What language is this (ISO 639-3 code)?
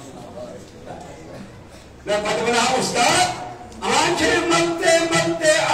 kas